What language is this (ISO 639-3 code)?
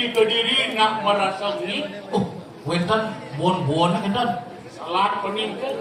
ban